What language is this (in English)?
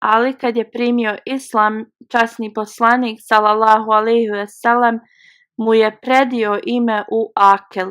Bosnian